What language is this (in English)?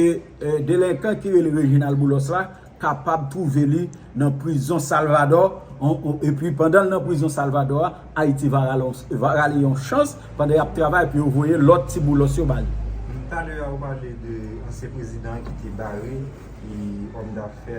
Haitian Creole